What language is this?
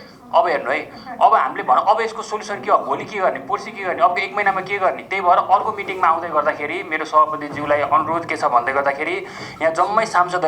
Nepali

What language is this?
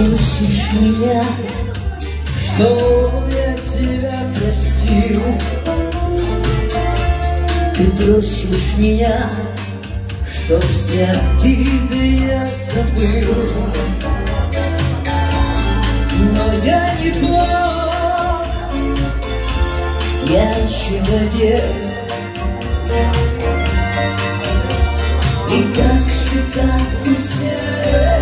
Russian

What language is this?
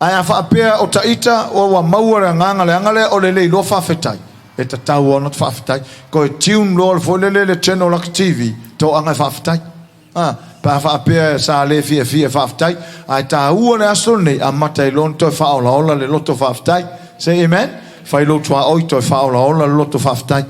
Samoan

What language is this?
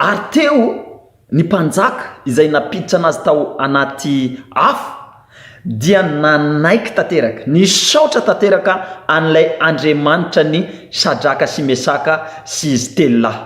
Malagasy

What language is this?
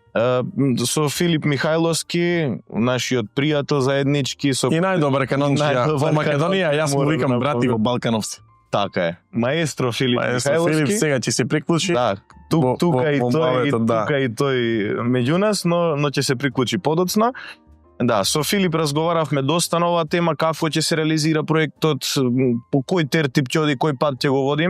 Macedonian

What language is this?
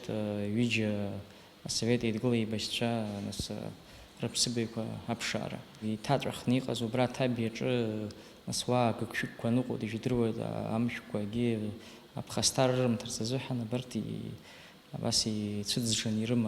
Abkhazian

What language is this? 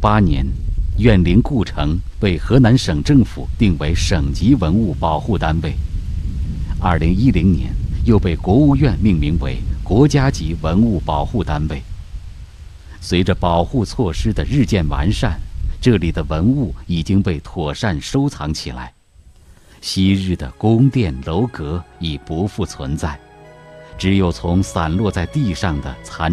Chinese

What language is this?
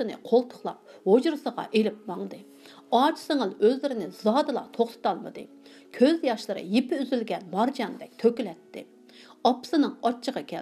Uyghur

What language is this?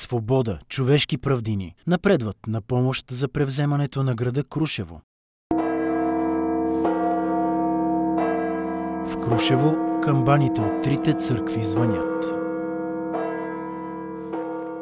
Bulgarian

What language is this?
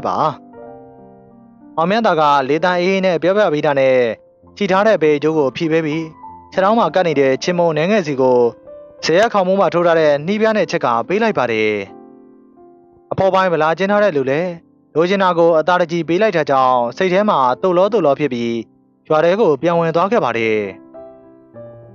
Burmese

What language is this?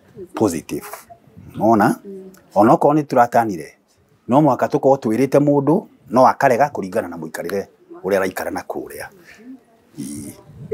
Kikuyu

